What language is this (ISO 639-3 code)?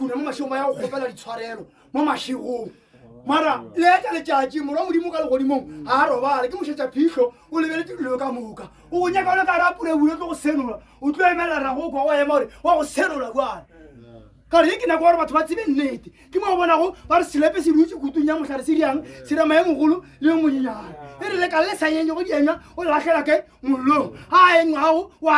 nso